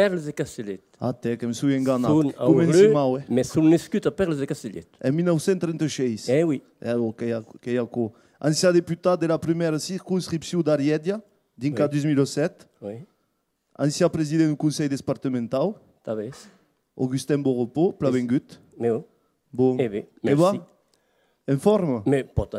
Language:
Occitan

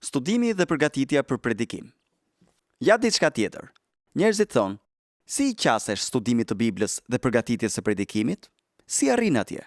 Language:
Albanian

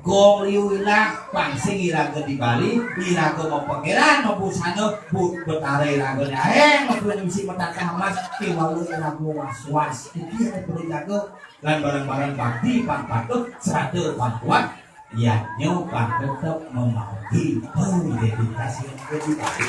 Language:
Balinese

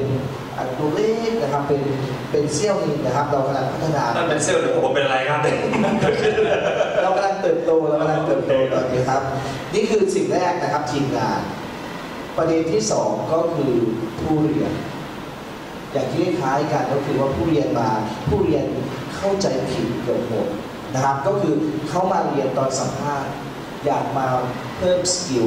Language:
Thai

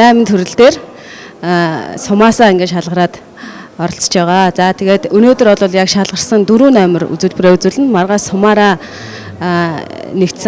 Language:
Mongolian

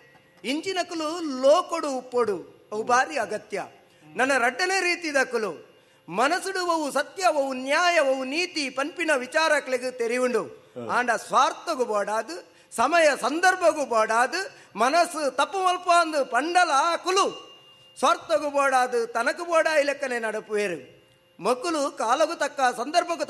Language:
Tulu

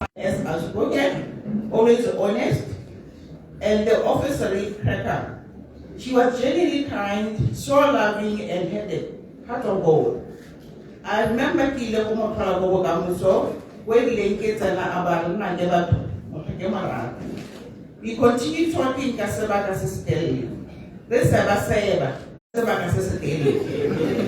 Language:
Tswana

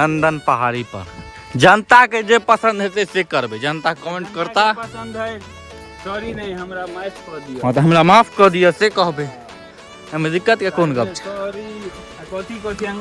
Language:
Maithili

